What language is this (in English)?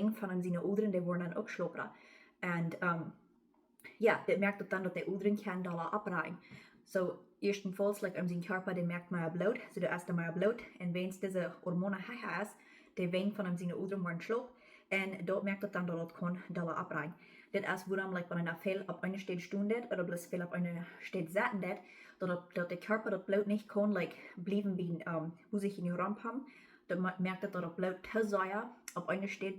Plautdietsch